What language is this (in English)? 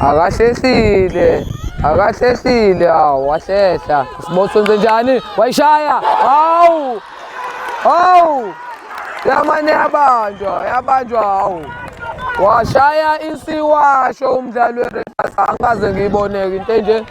Zulu